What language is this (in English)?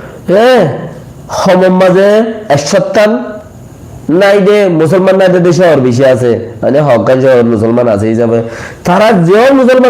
Rohingya